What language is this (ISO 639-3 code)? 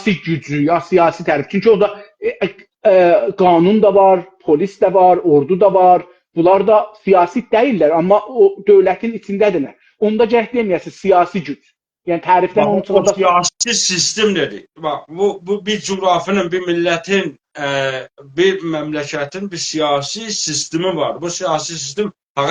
azb